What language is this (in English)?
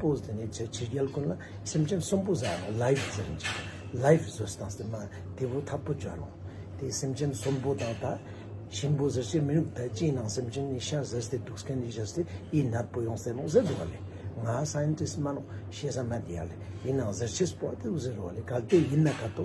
Ladakhi